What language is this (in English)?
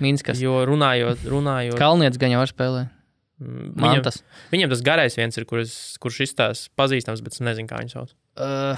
Latvian